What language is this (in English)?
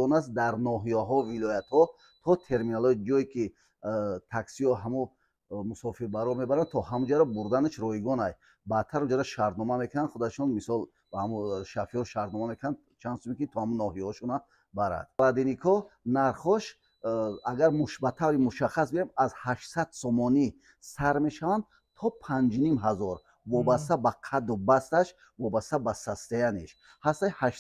Tajik